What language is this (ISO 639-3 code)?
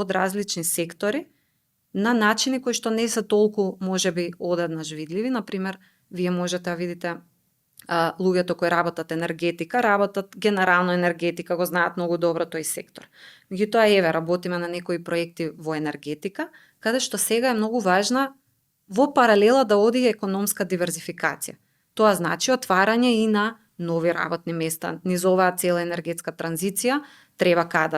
mkd